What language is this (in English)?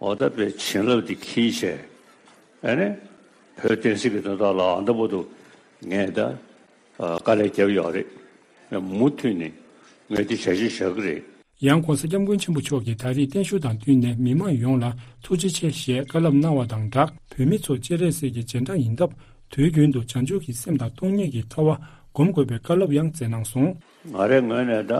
Tibetan